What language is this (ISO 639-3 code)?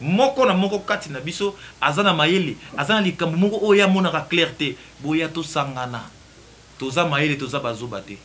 lin